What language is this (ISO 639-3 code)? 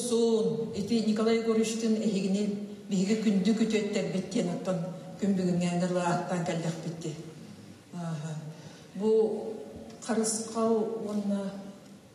sah